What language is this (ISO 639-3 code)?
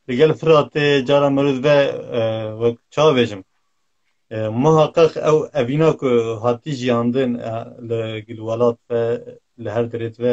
kur